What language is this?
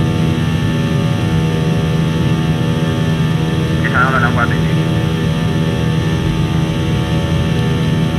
Chinese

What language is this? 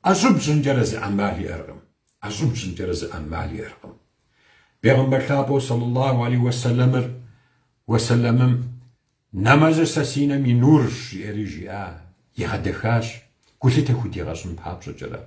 Kabardian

